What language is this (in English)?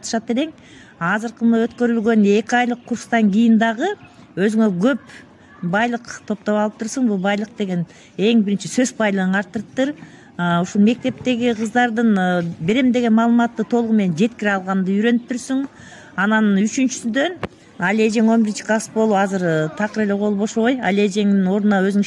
Kyrgyz